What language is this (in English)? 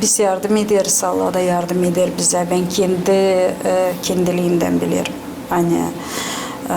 Gagauz